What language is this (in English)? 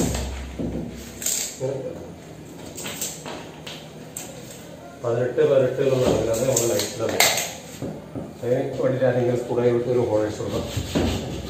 Malayalam